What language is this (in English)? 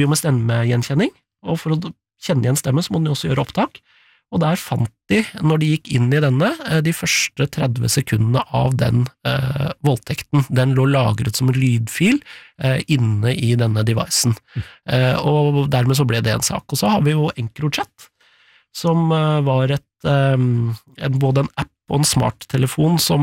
Norwegian